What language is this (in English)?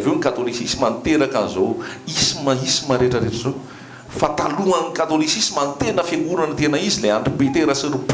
Malagasy